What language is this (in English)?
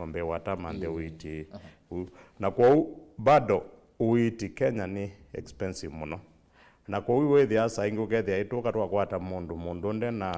Kamba